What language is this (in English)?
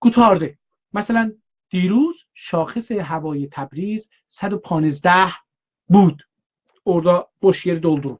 South Azerbaijani